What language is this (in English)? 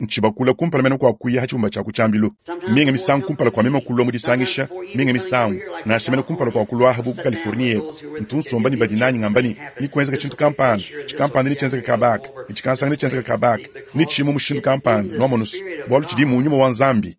Luba-Lulua